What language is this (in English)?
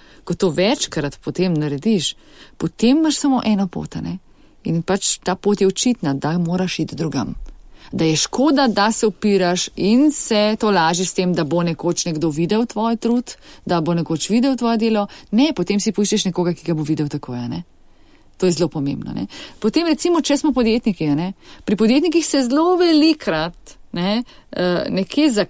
Slovenian